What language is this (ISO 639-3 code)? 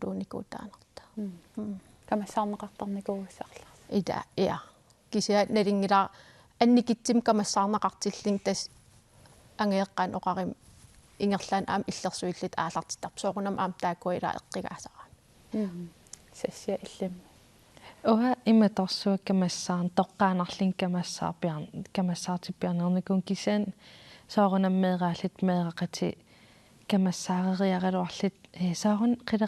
kal